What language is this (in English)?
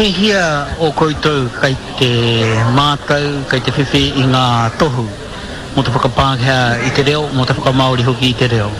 Māori